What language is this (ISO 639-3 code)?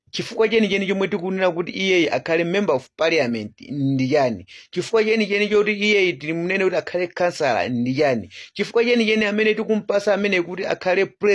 nya